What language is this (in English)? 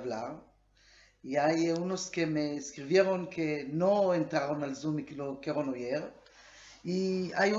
Ladino